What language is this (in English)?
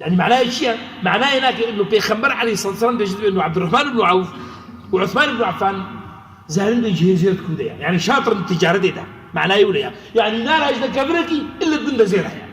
Kurdish